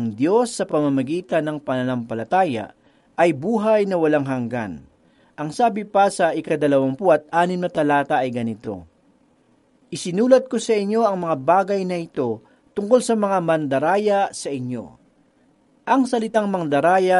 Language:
Filipino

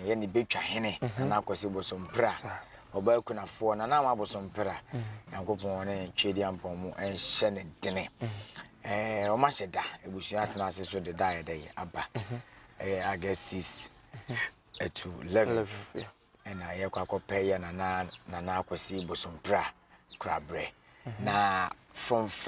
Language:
Akan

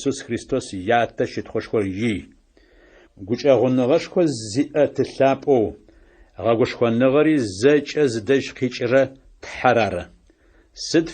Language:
Adyghe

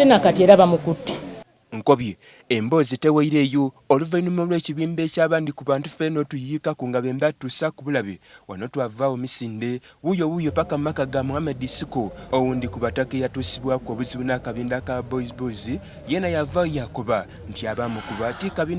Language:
Soga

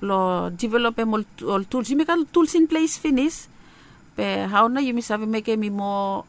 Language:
Bislama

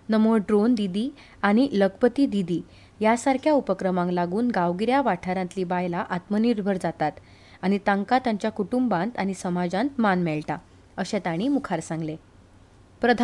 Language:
Konkani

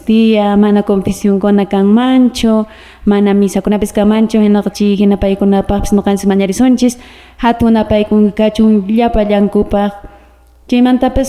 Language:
Quechua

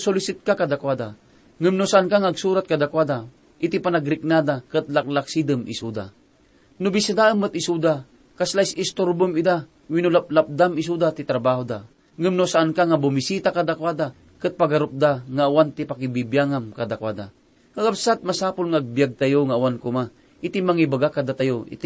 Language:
Iloko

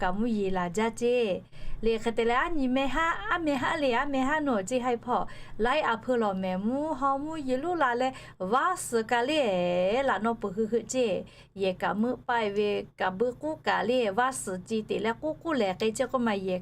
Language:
Lahu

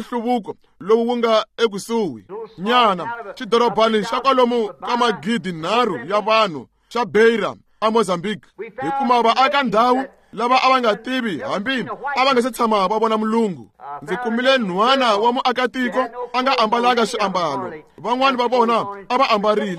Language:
Tsonga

